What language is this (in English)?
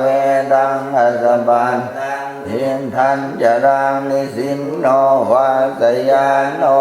Pali